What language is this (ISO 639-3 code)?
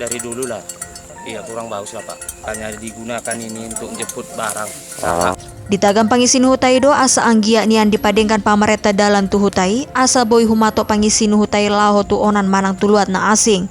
bbc